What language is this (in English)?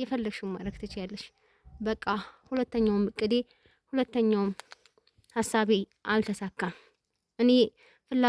Amharic